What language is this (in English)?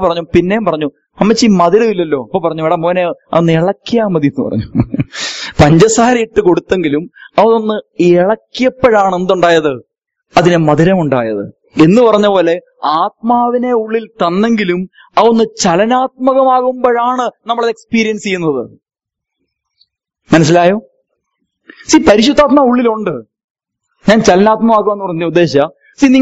Malayalam